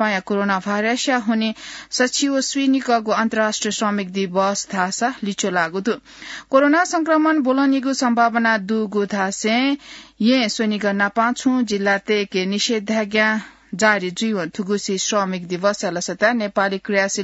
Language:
Newari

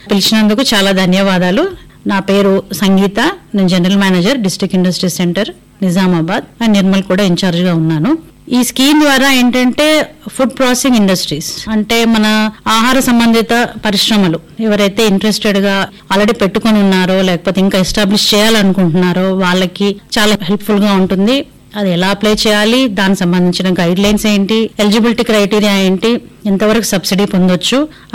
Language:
Telugu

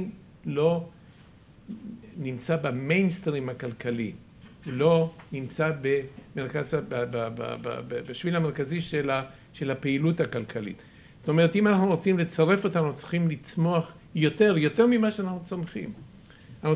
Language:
Hebrew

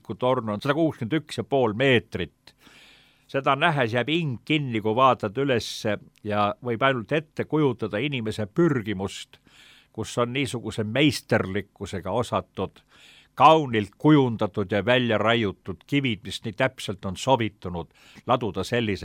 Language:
Estonian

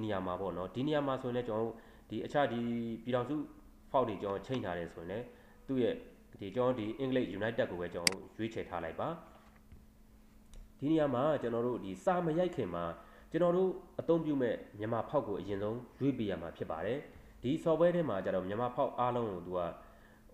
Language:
Burmese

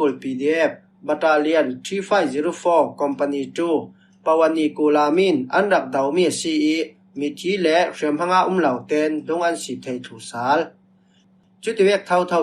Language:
Falam Chin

